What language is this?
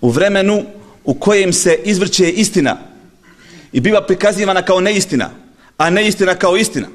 Bosnian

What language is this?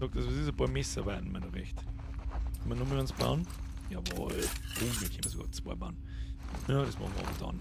Bavarian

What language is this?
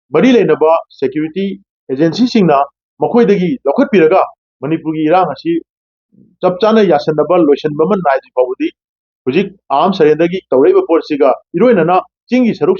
Manipuri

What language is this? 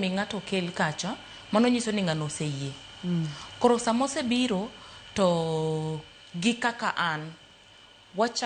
Luo (Kenya and Tanzania)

